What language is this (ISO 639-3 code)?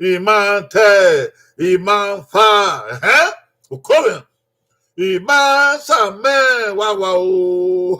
bin